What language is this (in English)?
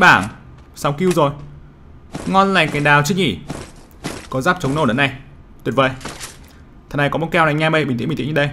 Vietnamese